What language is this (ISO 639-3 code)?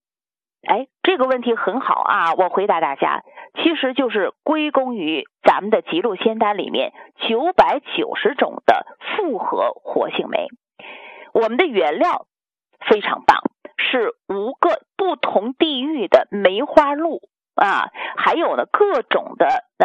zho